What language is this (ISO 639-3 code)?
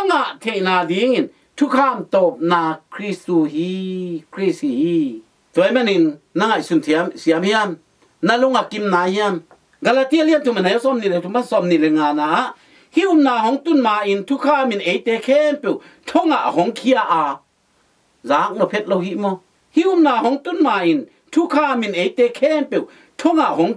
ctd